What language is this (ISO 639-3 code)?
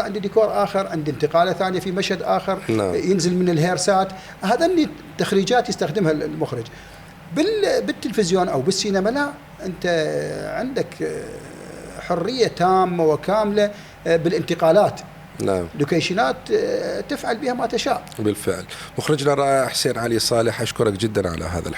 acm